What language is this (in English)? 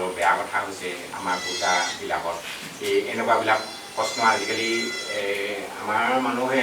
Assamese